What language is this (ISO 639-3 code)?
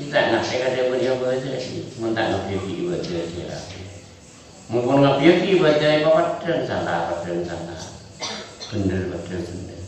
mad